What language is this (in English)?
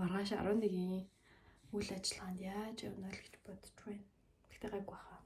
Mongolian